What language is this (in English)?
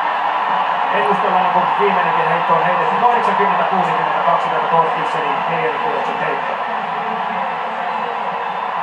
Finnish